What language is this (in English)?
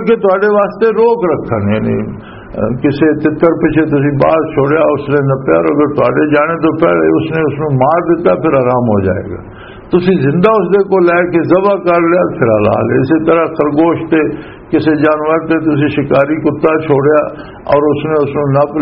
Western Panjabi